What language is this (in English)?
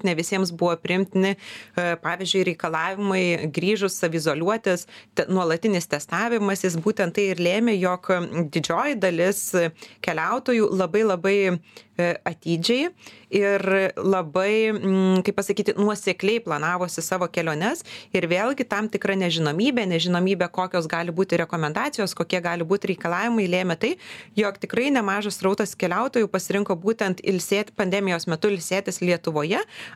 Lithuanian